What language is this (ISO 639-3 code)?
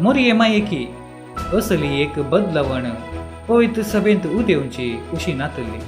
kok